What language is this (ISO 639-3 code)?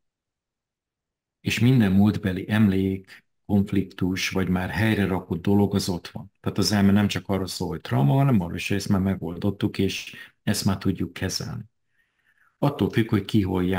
hun